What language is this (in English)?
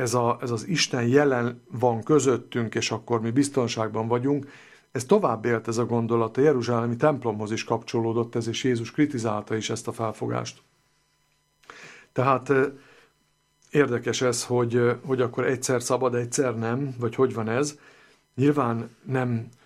Hungarian